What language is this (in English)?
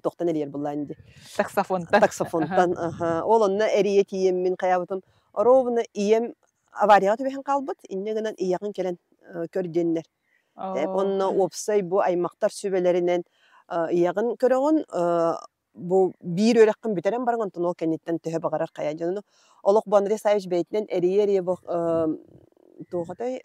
Yakut